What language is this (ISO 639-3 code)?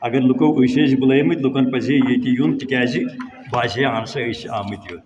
kas